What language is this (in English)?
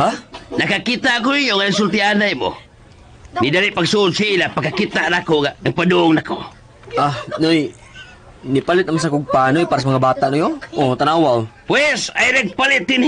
Cebuano